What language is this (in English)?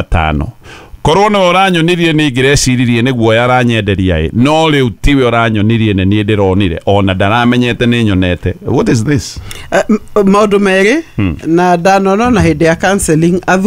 Kikuyu